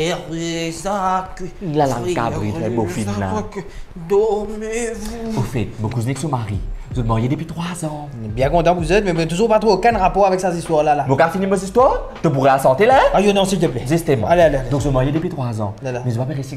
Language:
Morisyen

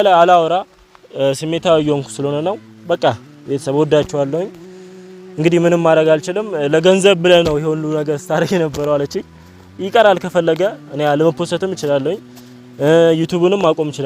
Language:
Amharic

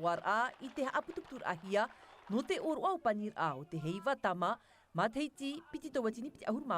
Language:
Tahitian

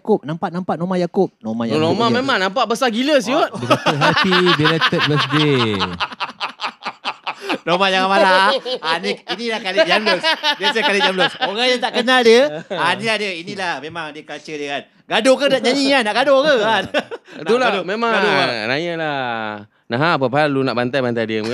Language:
Malay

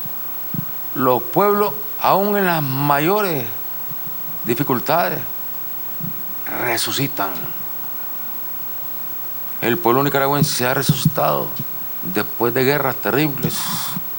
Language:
Spanish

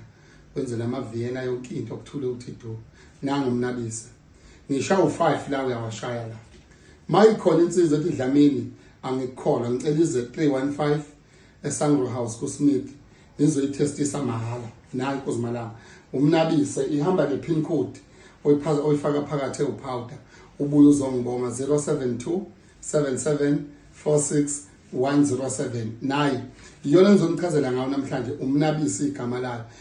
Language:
Zulu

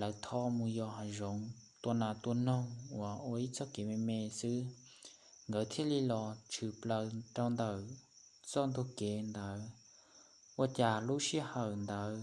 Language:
Hmong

